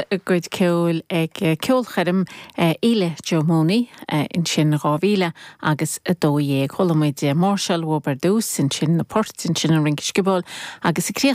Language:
Irish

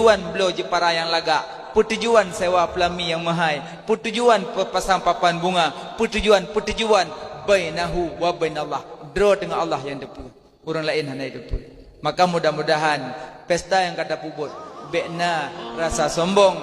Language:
Achinese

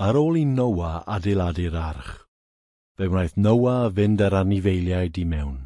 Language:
Welsh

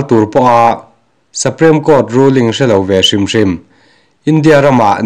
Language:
Mizo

